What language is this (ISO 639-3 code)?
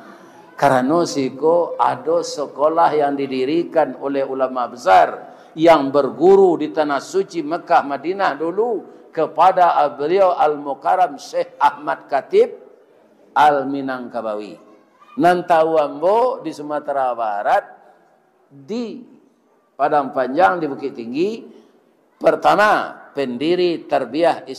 min